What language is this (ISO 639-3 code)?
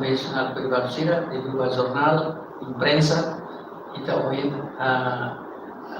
tet